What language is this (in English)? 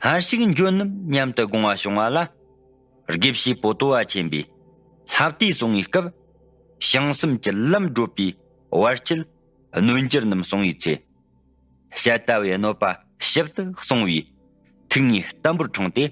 Tibetan